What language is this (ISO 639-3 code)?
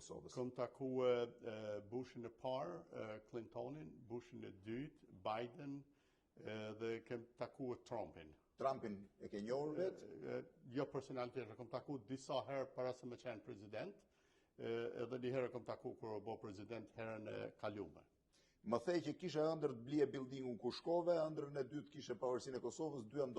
sqi